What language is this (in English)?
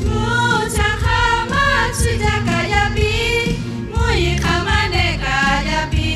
Lahu